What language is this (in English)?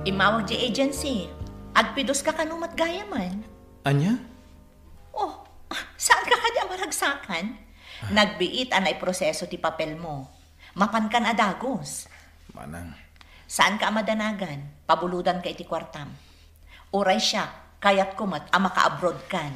Iloko